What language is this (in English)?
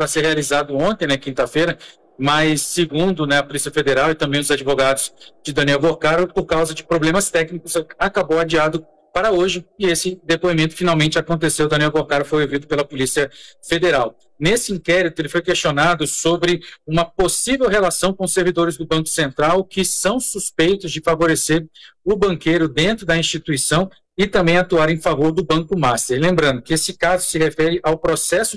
Portuguese